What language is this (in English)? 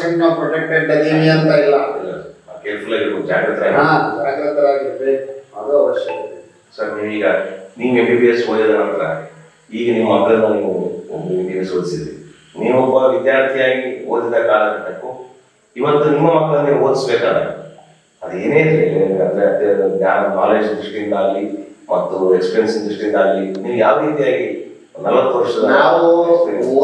Kannada